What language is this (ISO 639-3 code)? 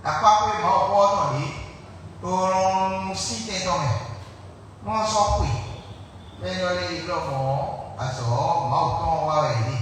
fon